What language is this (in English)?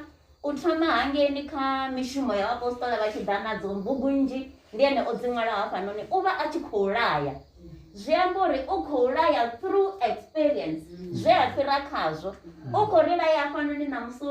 Venda